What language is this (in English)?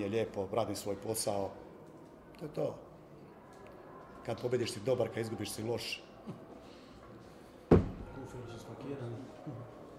Croatian